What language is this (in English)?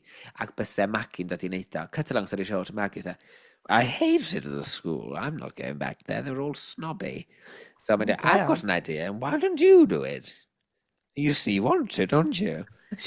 Welsh